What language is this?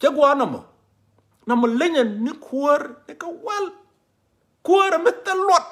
Nuer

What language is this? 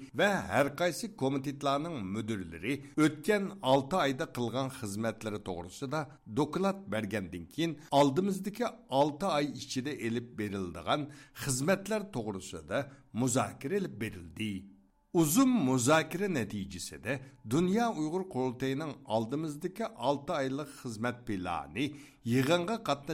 Uyghur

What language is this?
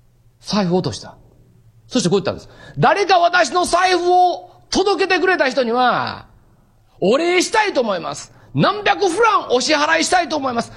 Japanese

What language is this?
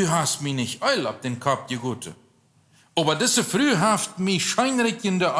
Plautdietsch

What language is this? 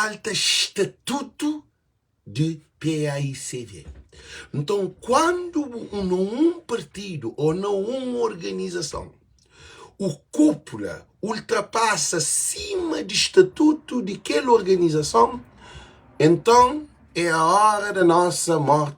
Kabuverdianu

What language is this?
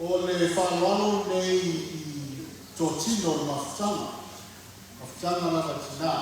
Samoan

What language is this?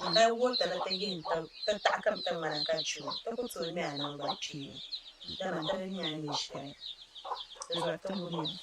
Dagbani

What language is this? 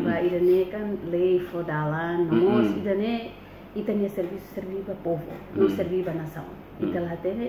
Tetum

